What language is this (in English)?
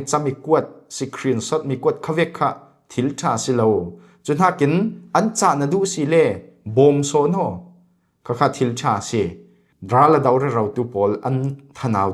Falam Chin